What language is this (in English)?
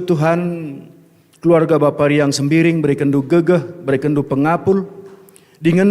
Batak Karo